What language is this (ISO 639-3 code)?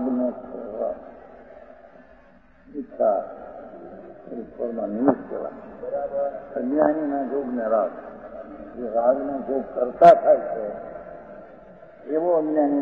guj